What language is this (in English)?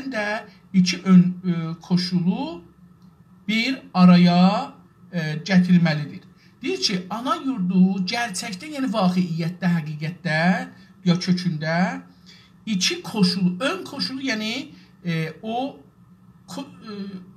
South Azerbaijani